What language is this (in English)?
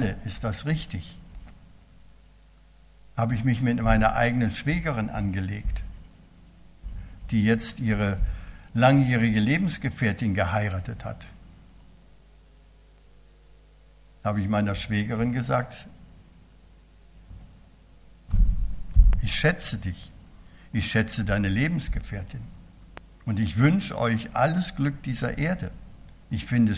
German